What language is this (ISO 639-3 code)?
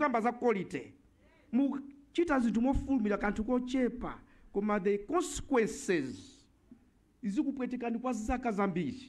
nya